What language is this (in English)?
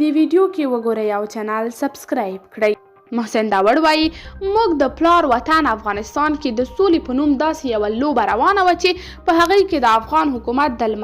Pashto